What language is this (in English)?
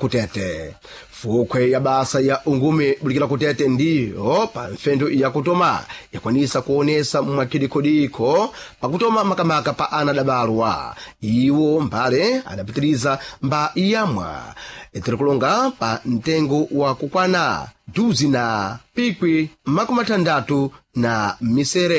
Sena